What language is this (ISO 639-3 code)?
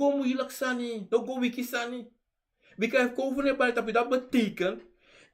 srn